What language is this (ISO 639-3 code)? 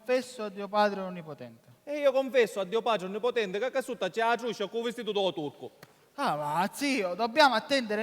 scn